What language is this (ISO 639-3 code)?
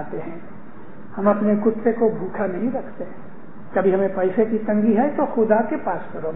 urd